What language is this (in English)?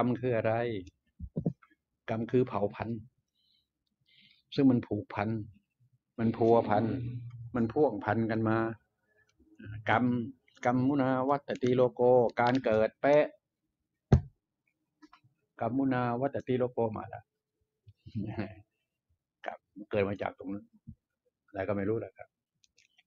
Thai